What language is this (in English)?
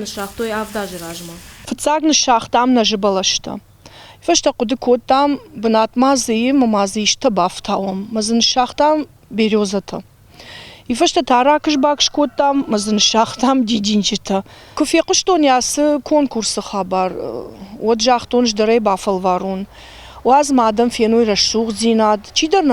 Ossetic